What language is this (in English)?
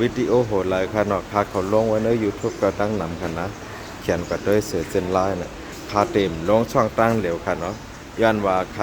Shan